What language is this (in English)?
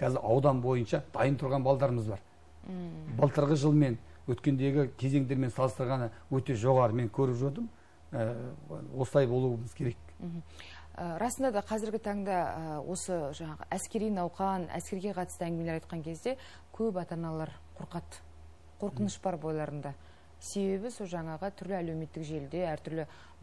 Kazakh